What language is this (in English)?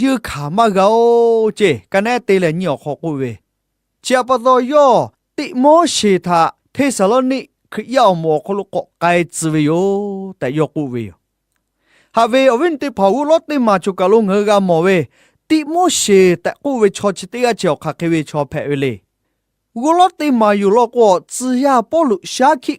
Lahu